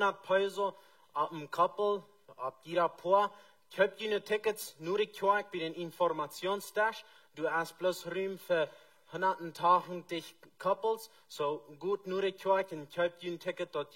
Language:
Plautdietsch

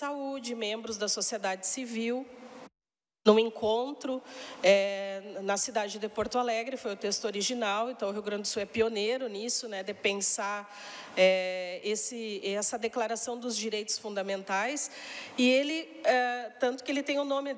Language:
Portuguese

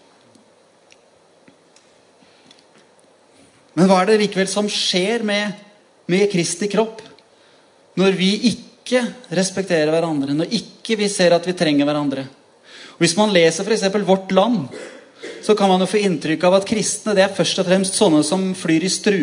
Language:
Norwegian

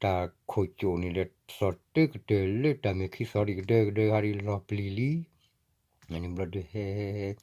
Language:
S'gaw Karen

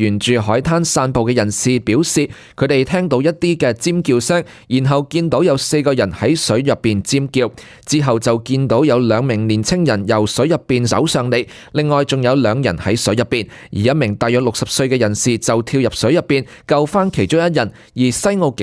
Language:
Cantonese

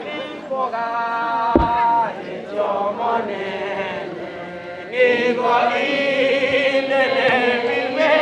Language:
Gusii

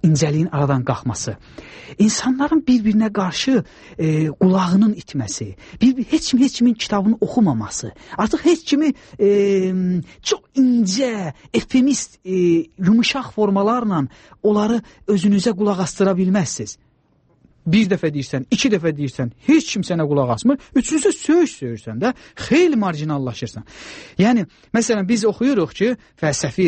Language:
Azerbaijani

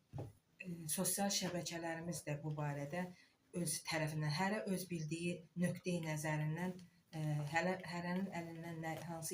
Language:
Azerbaijani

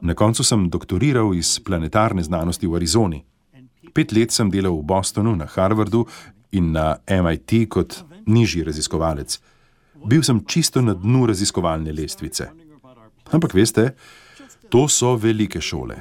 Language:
Slovenian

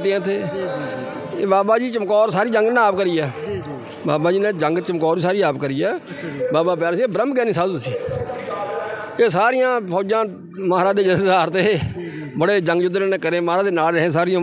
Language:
Punjabi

